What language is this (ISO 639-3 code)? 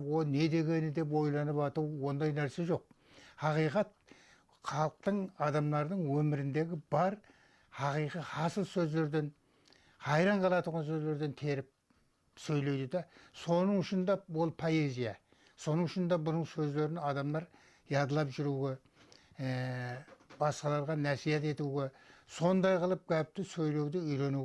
kaa